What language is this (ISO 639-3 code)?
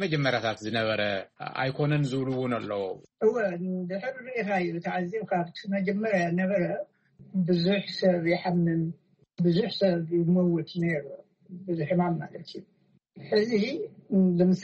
tir